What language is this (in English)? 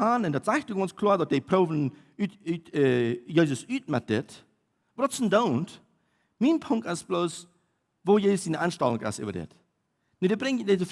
Plautdietsch